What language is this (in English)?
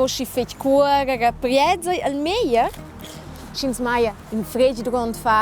Romansh